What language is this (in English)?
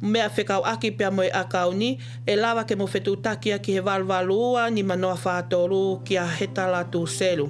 Tongan